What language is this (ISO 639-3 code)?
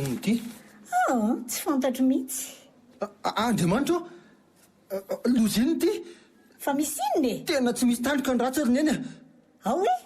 mlg